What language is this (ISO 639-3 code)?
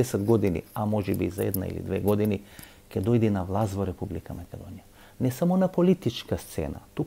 mkd